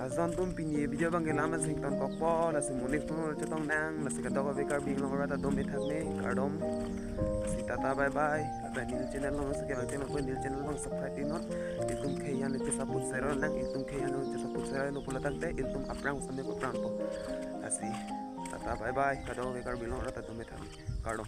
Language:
Karbi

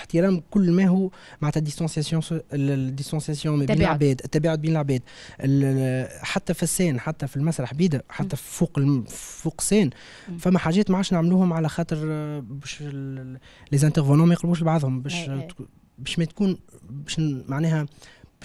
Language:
Tunisian Arabic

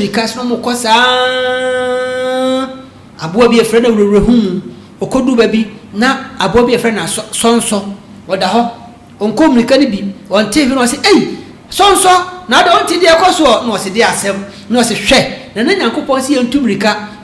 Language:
Akan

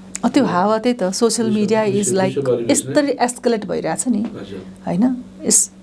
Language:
Nepali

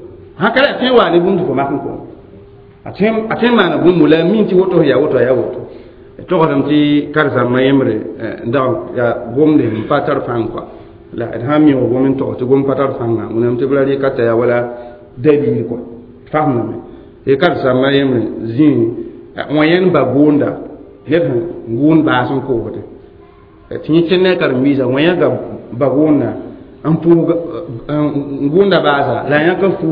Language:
Mossi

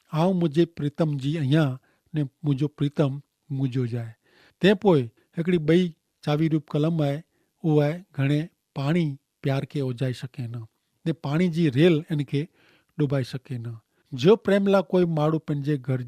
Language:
Kachhi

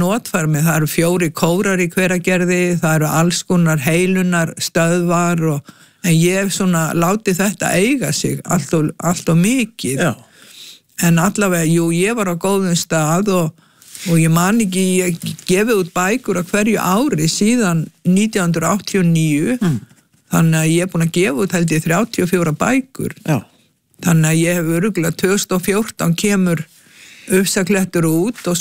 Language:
Icelandic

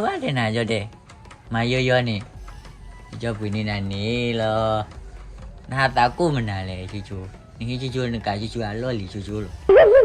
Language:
S'gaw Karen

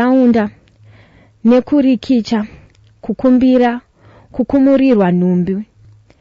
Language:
Shona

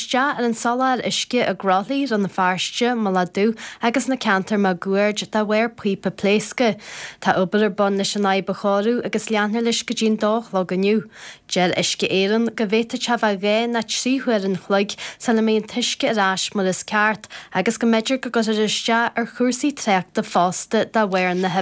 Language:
Irish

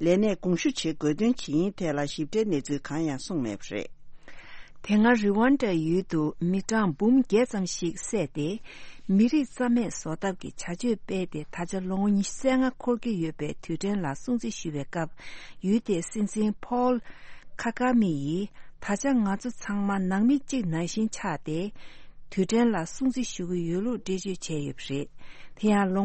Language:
Tibetan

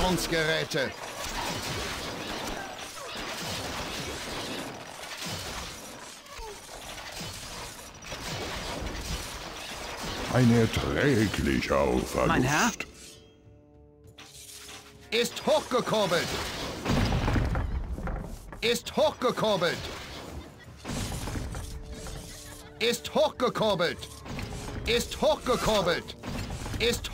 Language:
German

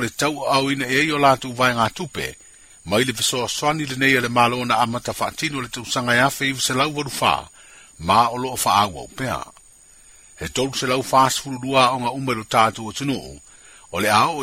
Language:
Samoan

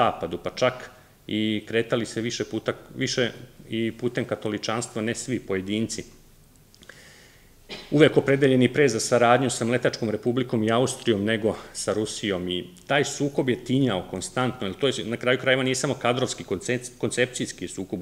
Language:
Serbian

